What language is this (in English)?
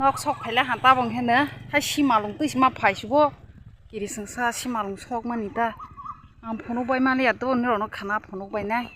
Kok Borok